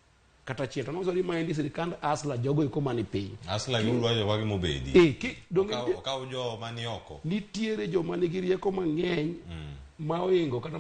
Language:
Luo (Kenya and Tanzania)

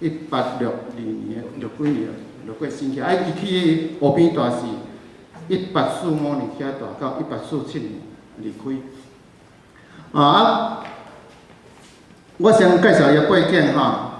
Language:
Min Nan Chinese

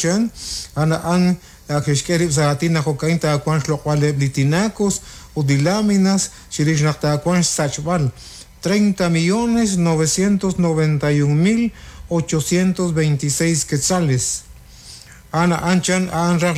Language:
Kekchí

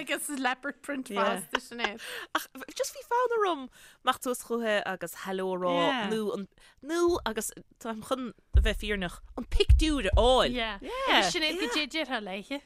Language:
Irish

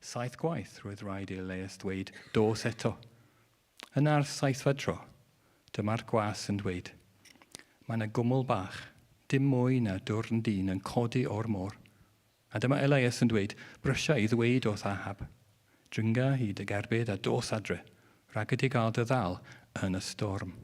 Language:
Welsh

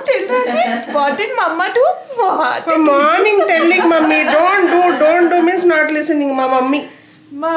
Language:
Telugu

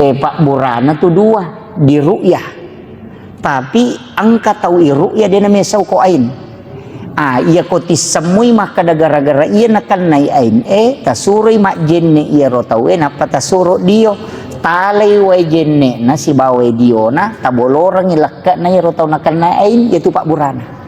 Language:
Buginese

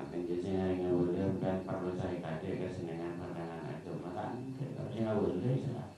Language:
Madurese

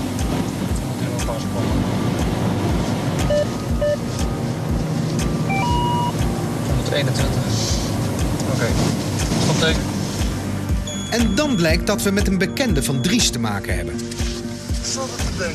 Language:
Dutch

